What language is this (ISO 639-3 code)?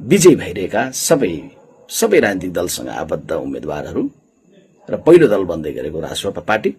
nep